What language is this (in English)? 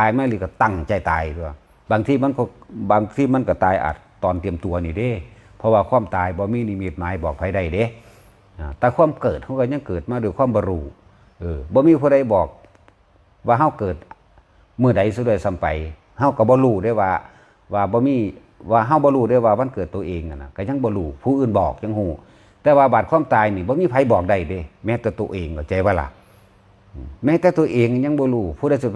Northeastern Thai